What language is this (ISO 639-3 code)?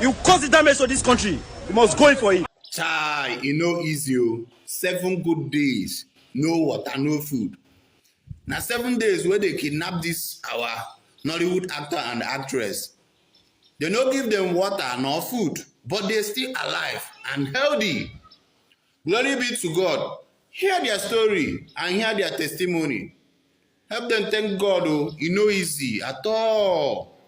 pcm